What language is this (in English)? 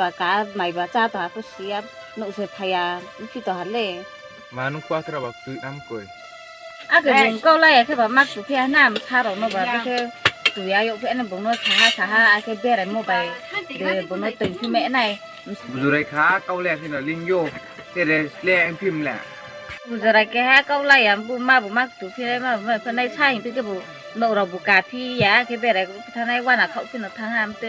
Riang (India)